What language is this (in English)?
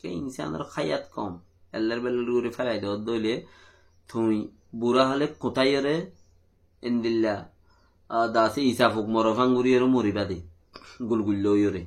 Rohingya